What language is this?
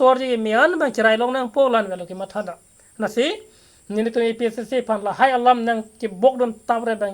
Karbi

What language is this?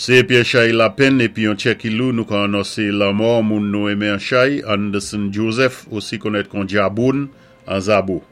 Saint Lucian Creole French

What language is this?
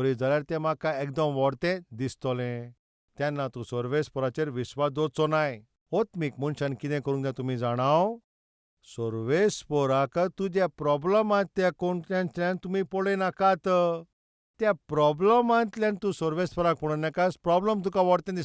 Konkani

